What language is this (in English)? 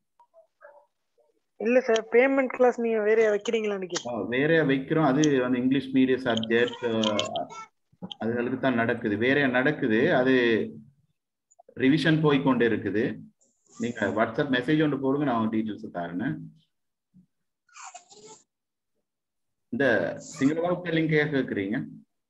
Tamil